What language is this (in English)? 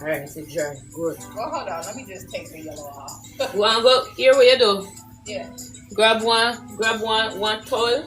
Jamaican Creole English